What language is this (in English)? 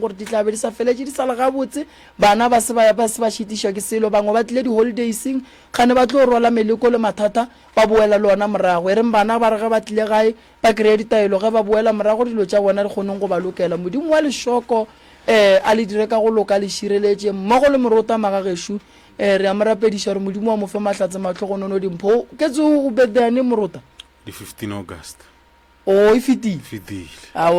Northern Sotho